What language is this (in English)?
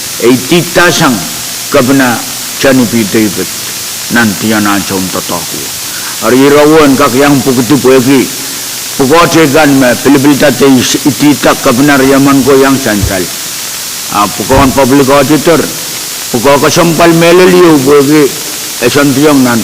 Pohnpeian